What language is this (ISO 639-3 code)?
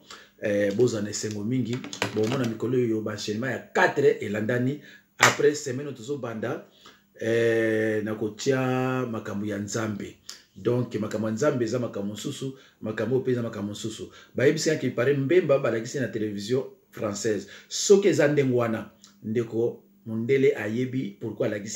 lin